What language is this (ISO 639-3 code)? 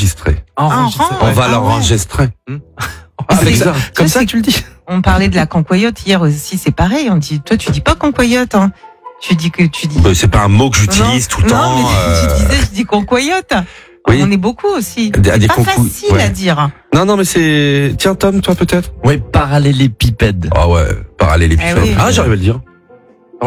fra